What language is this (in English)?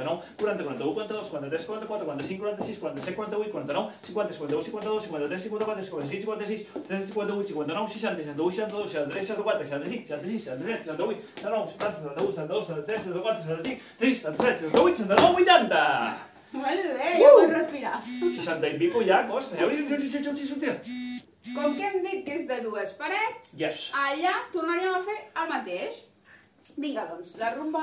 Catalan